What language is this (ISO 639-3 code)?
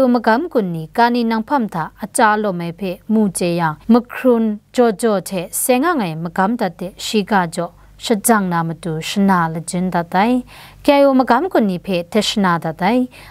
kac